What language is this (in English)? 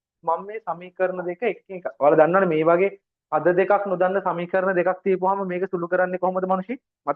Sinhala